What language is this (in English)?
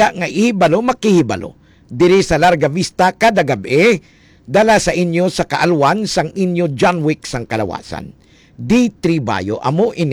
Hiligaynon